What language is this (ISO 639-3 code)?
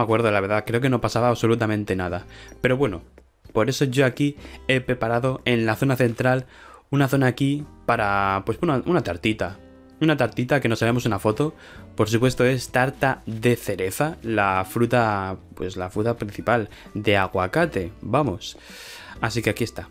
spa